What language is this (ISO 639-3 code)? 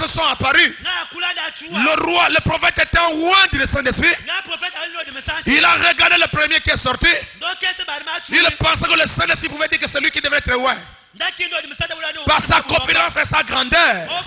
fra